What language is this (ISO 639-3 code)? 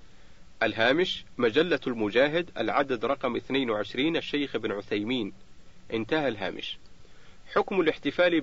ara